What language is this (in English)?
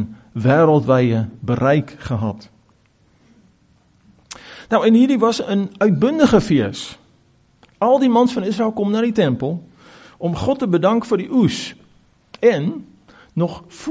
Afrikaans